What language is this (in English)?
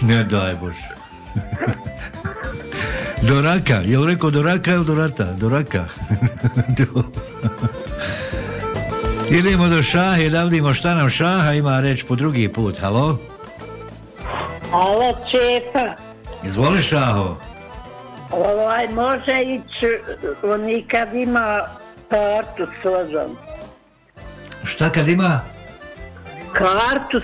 Bosnian